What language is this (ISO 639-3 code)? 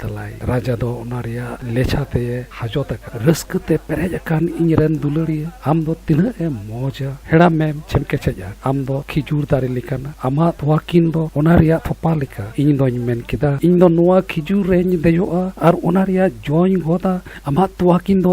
sat